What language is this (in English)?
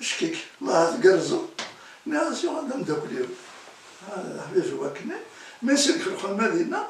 Kabyle